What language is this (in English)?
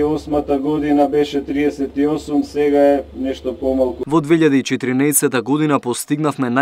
Macedonian